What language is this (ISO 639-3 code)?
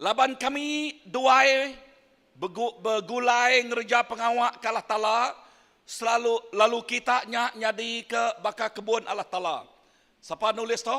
iba